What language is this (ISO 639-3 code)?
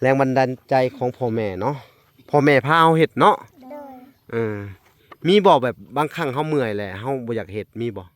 lao